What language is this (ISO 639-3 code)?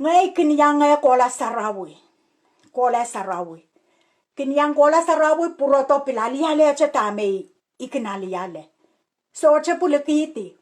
pon